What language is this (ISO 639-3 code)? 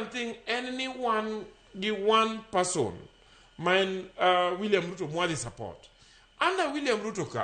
luo